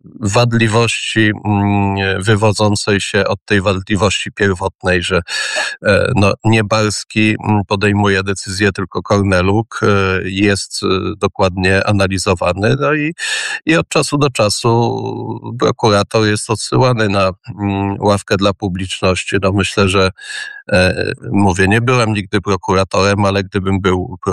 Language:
Polish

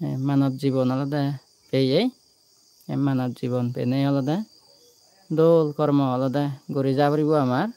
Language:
Chakma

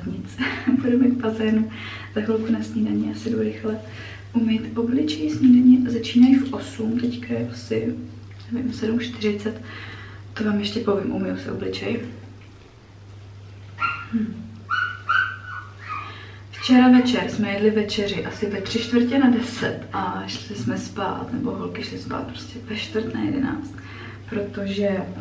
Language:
Czech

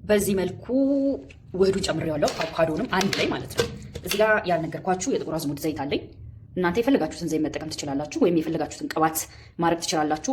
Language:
Amharic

